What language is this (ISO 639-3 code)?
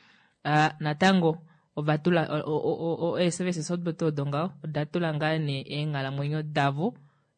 kua